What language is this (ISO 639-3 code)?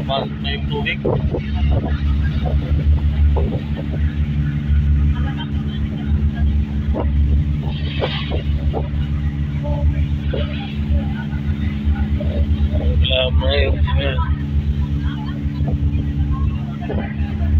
fil